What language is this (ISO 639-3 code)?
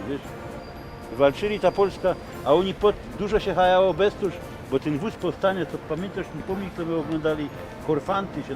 szl